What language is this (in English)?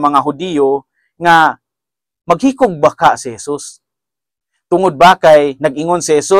Cebuano